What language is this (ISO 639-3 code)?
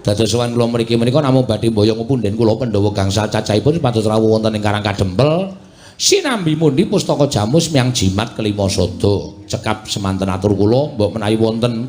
jav